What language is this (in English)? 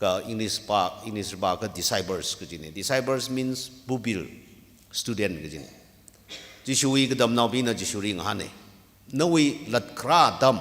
Tangkhul Naga (India)